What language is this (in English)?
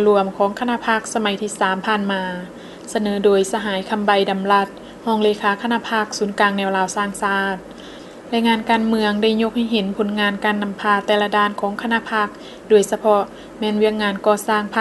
Lao